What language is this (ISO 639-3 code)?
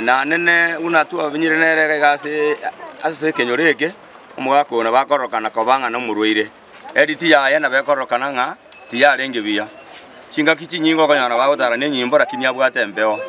guz